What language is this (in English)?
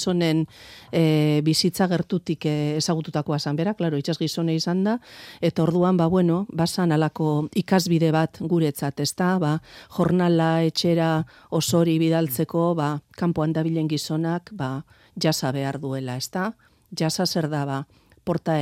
Basque